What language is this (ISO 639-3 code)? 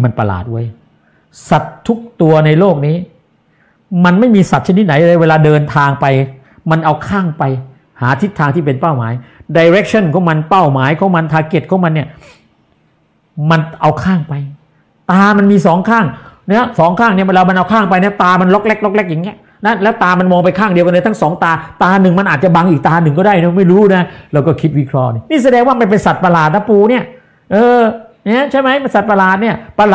tha